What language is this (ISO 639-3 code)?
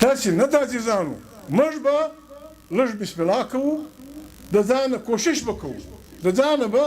pus